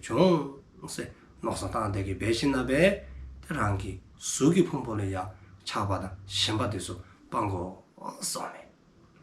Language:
Dzongkha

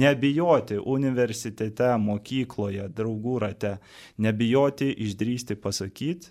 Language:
Lithuanian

